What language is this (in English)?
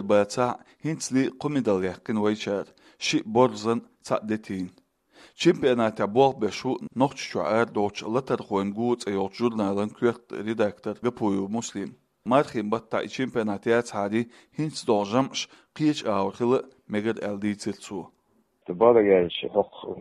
Chechen